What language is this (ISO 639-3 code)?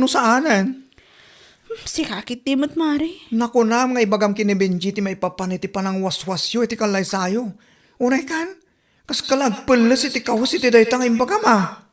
ilo